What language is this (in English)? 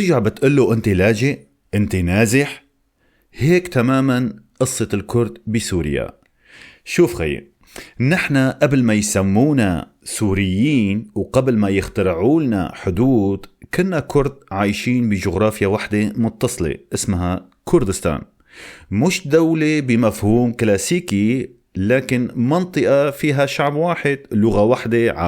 North Levantine Arabic